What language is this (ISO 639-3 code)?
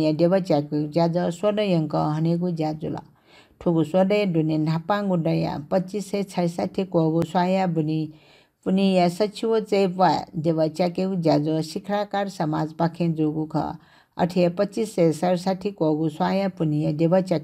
new